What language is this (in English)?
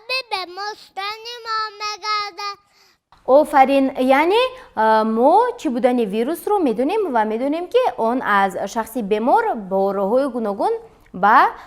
Tajik